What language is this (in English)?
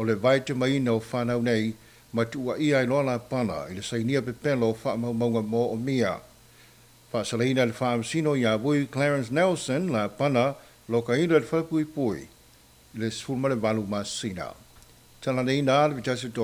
Samoan